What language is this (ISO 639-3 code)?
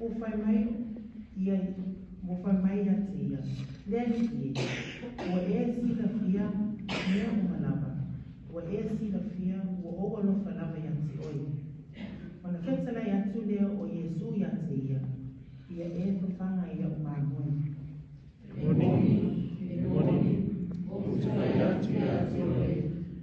smo